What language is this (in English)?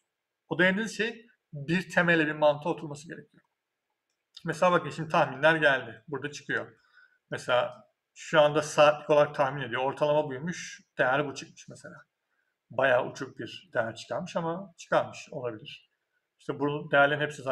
Turkish